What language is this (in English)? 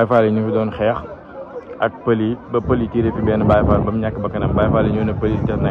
Wolof